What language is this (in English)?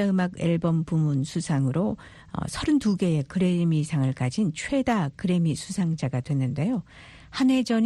Korean